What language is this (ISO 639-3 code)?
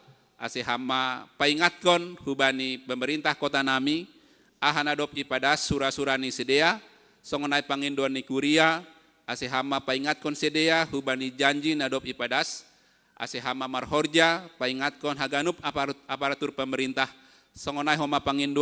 bts